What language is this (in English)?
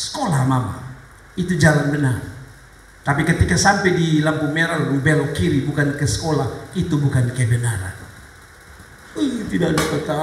Indonesian